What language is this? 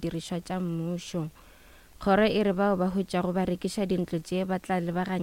Northern Sotho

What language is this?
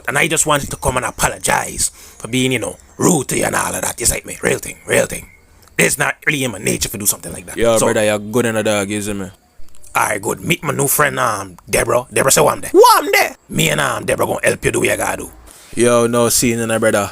Jamaican Creole English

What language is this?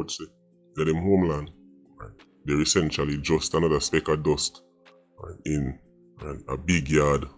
Jamaican Creole English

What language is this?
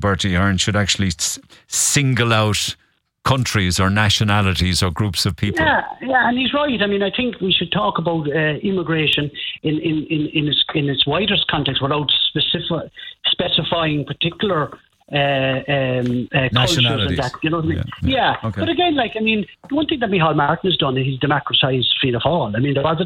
English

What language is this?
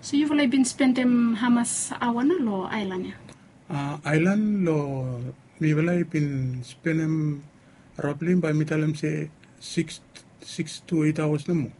Bislama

